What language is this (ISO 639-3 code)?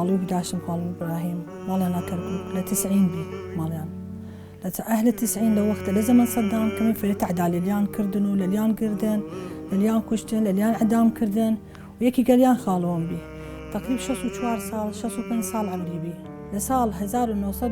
sdh